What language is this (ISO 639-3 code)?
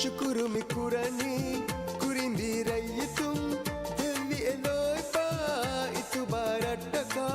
div